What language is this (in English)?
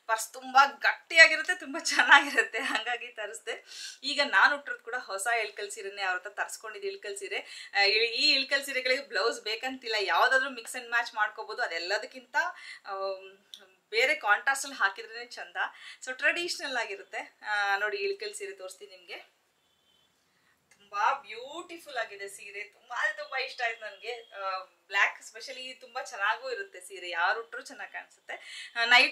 Kannada